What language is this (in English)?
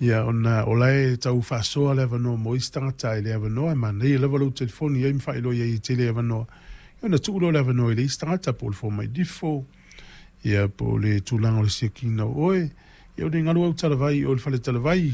Samoan